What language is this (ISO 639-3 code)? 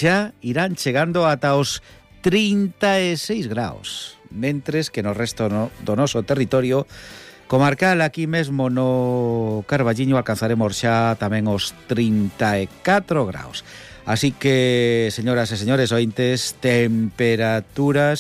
glg